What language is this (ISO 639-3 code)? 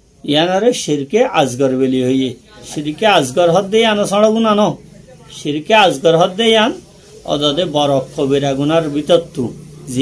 rhg